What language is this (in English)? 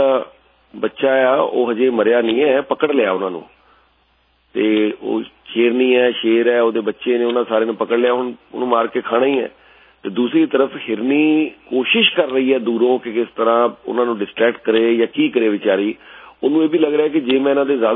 Punjabi